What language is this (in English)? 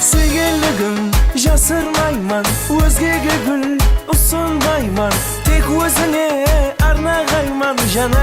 Kara-Kalpak